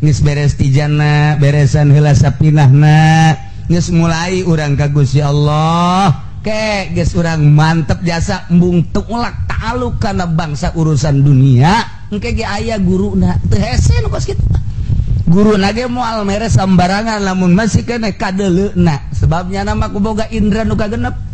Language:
Sundanese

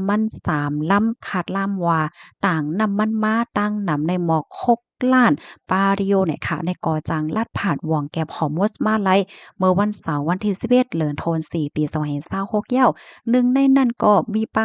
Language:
Shan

